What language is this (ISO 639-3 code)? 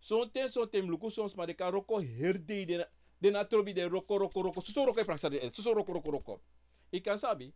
srn